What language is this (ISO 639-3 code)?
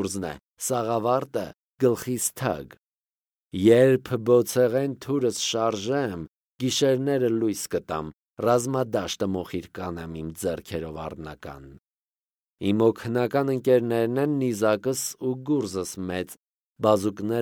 hye